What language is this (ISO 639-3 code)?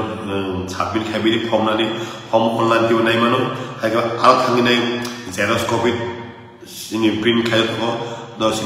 trp